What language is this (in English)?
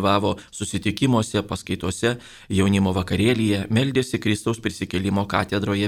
Lithuanian